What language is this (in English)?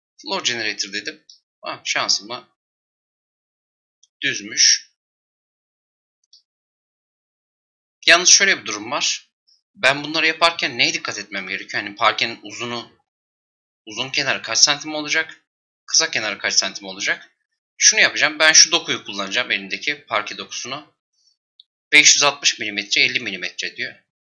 Turkish